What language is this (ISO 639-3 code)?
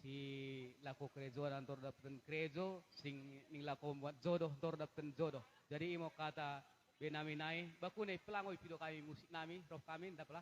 btd